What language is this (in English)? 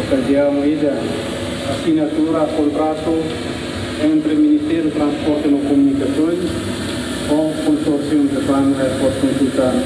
Tetum